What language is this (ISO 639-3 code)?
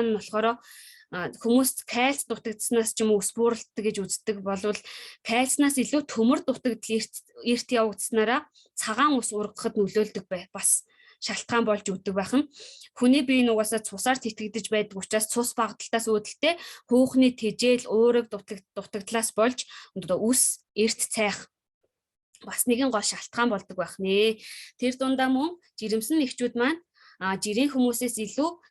mon